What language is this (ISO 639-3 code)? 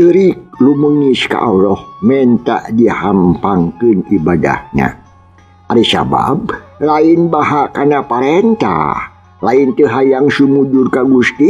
sun